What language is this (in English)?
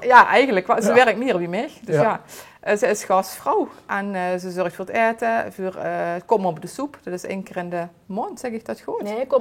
Limburgish